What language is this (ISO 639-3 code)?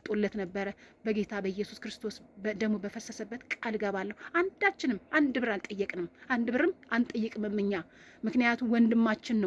amh